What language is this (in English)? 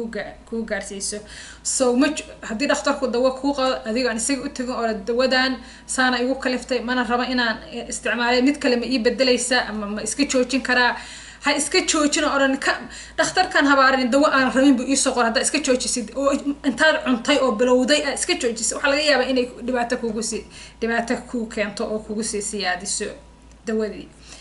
Somali